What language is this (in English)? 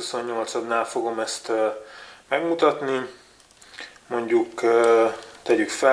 Hungarian